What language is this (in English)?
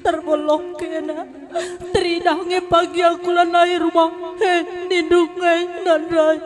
Batak Karo